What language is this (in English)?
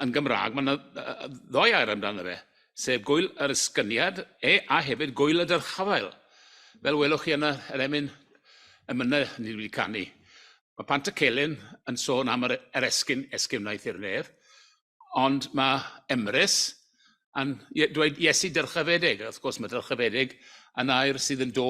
Welsh